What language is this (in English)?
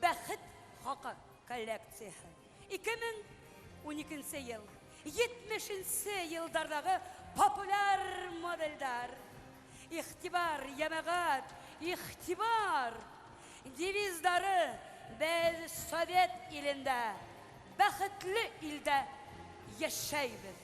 Bashkir